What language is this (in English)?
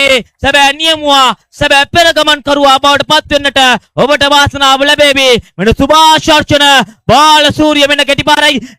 Sinhala